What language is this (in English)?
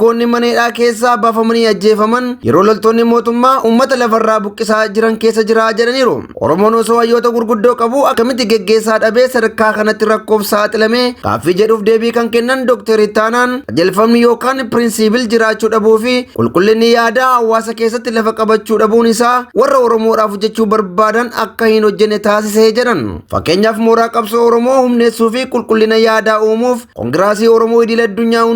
Oromo